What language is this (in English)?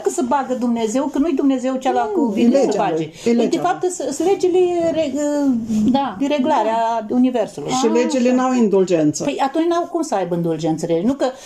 Romanian